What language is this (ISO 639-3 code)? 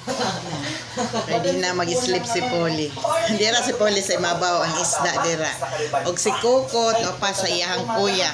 ceb